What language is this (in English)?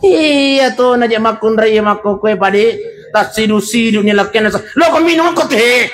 Buginese